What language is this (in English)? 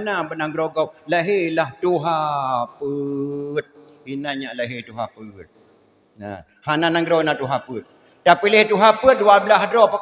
Achinese